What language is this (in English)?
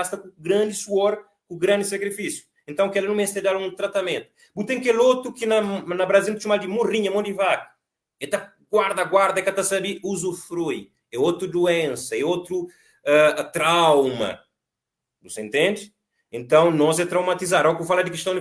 Kabuverdianu